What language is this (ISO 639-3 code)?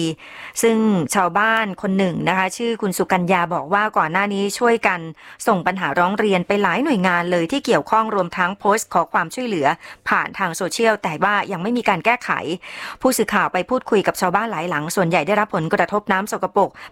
tha